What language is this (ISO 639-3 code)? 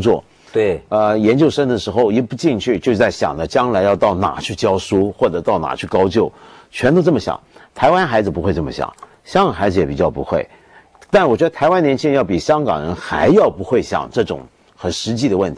zho